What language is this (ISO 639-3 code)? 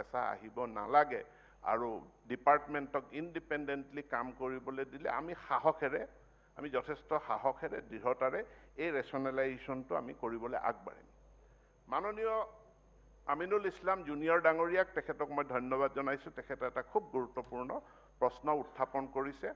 asm